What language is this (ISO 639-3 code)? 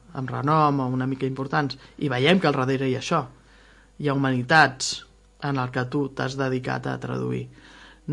cat